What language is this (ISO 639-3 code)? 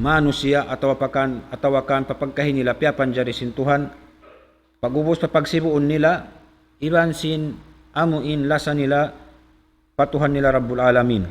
tsg